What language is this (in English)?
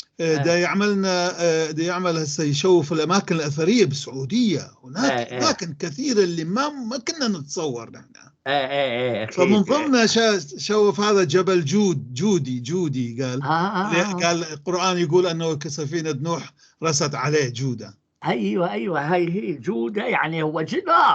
North Levantine Arabic